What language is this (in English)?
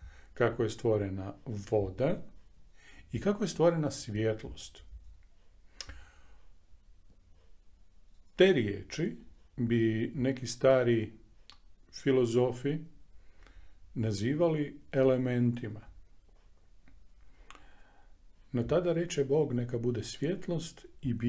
Croatian